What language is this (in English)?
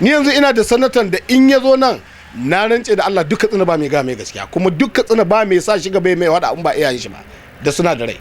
Hausa